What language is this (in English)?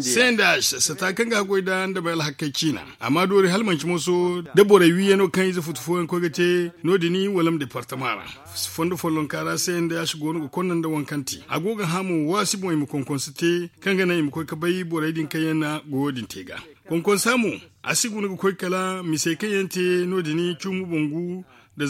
Zarma